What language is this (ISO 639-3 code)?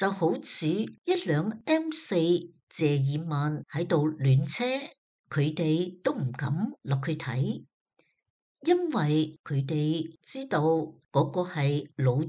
yue